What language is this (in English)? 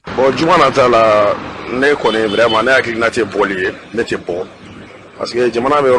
Bambara